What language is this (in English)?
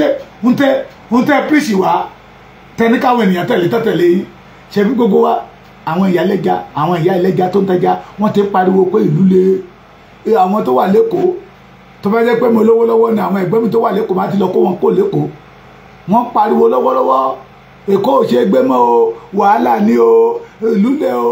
Yoruba